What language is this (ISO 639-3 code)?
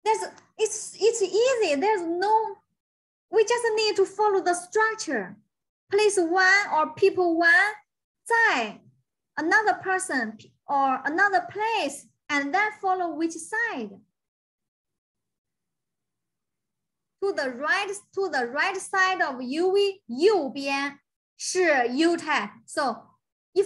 eng